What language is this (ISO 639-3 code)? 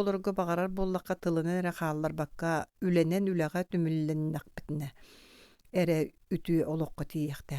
sah